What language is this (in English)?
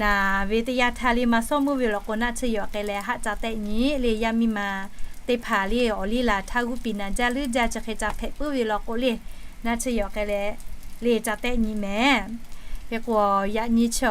Lahu